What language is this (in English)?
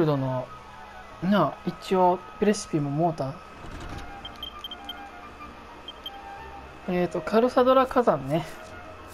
Japanese